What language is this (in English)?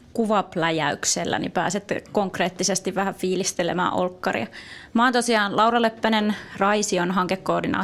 Finnish